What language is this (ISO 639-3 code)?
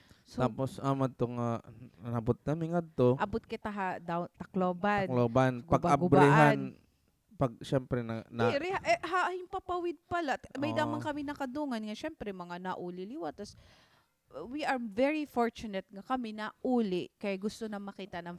war